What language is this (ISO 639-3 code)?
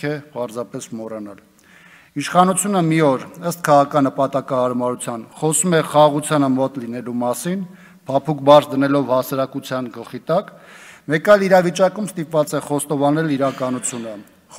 hye